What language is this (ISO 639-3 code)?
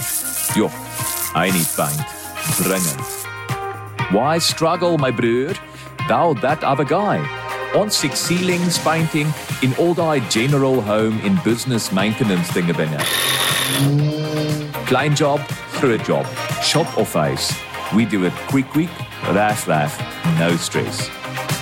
afr